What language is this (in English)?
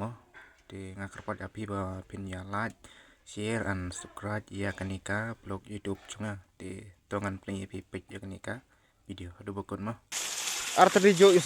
Khasi